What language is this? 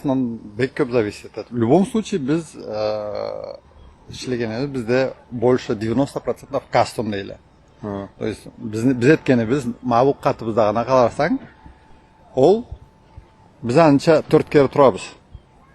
Karachay-Balkar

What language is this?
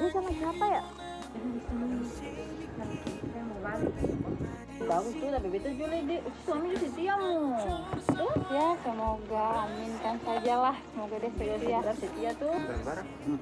Ambonese Malay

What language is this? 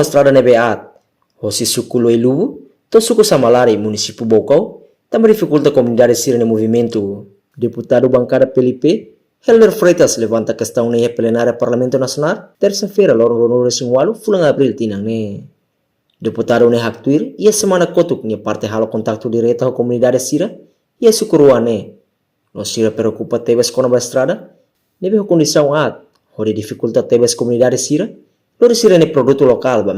Tetum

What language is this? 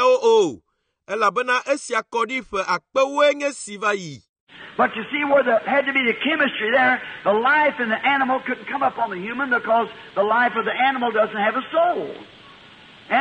Ewe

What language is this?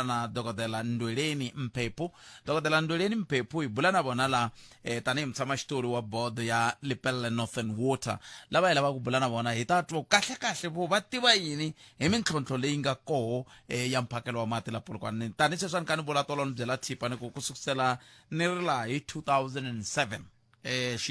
Tsonga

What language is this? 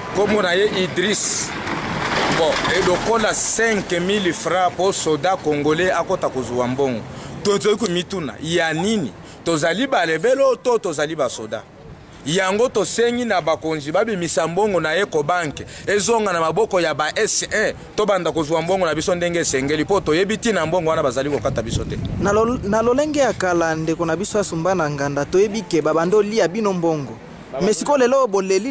Lingala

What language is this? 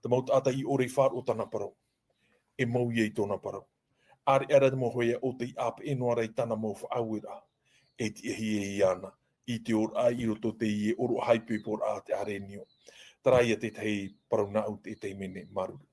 Tahitian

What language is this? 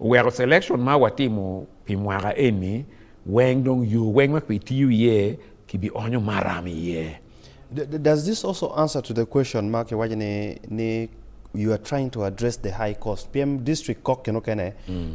Acoli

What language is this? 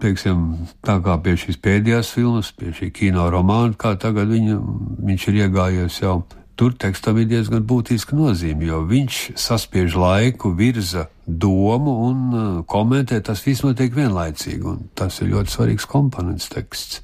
Latvian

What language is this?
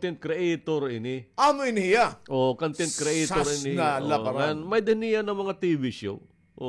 Waray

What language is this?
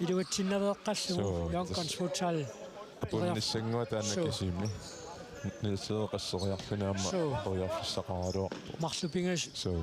Kalaallisut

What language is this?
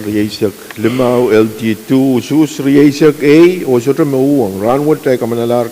Pohnpeian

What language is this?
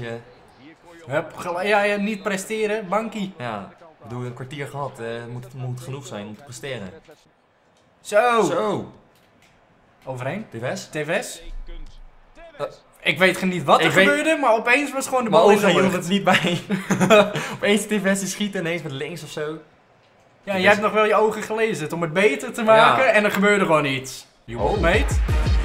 Dutch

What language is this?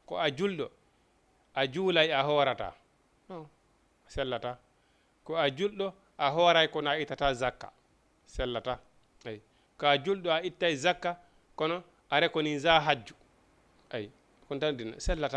Fula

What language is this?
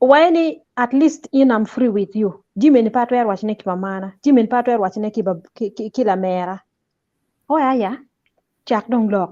Acoli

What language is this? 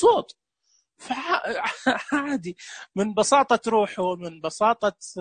Najdi Arabic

